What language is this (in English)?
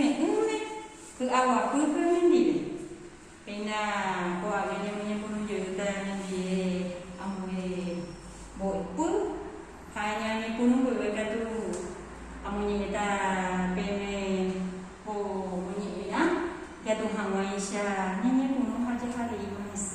Guarani